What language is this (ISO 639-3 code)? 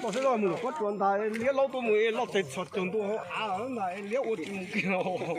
hmn